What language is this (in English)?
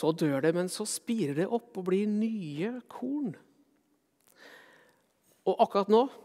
Norwegian